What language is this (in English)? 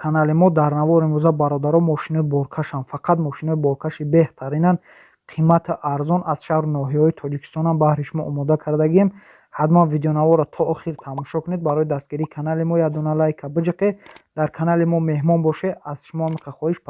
Tajik